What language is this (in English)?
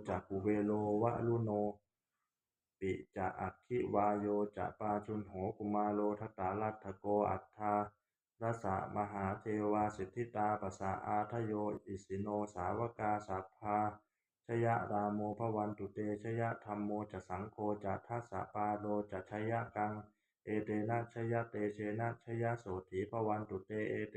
Pali